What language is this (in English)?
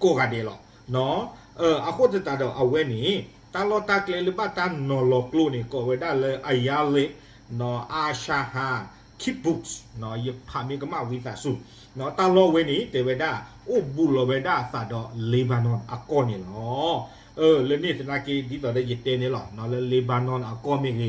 S'gaw Karen